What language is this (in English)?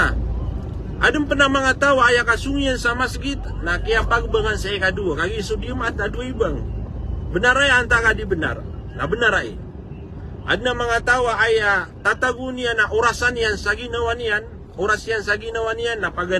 Maranao